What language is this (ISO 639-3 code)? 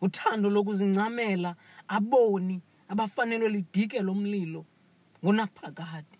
xho